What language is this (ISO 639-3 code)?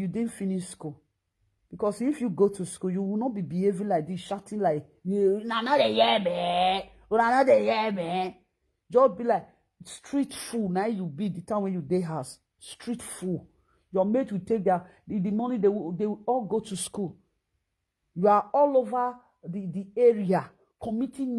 pcm